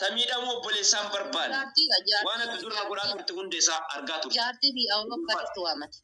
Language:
Oromo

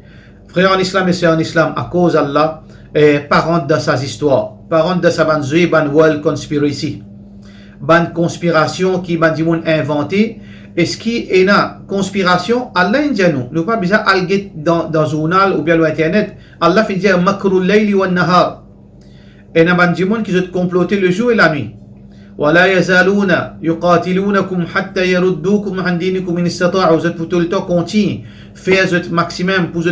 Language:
Morisyen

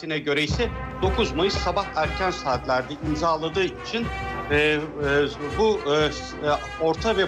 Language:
Turkish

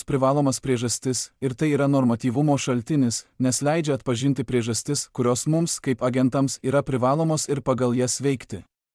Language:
Lithuanian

